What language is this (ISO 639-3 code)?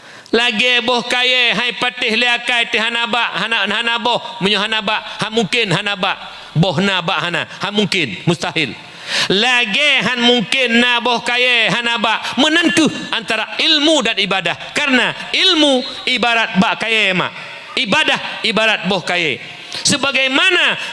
ace